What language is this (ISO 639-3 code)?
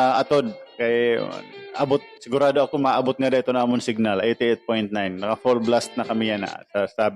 war